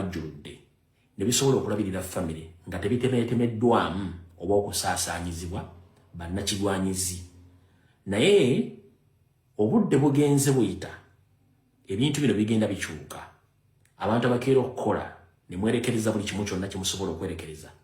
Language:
Ganda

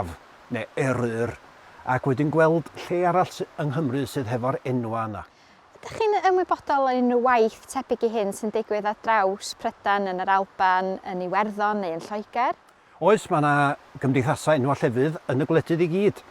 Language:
Welsh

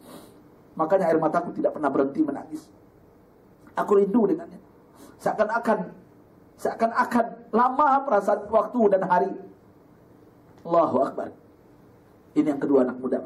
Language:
Indonesian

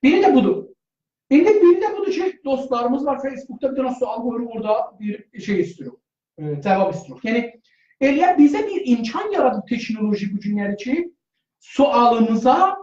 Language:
South Azerbaijani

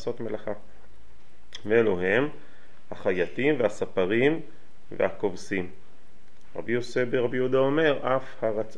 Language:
Hebrew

